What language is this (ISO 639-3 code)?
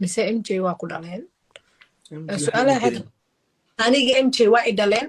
som